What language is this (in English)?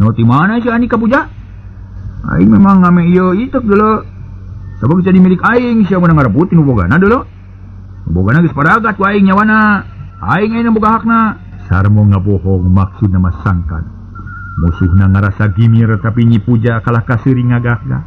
Sundanese